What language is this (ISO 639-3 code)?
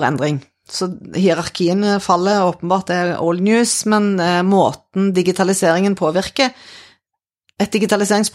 nor